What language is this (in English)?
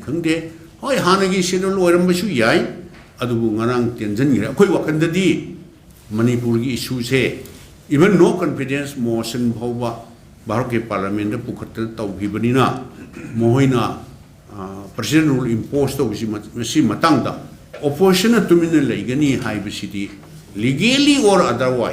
Manipuri